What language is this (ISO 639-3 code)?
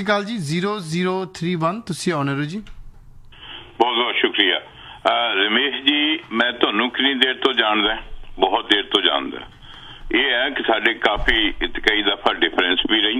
pan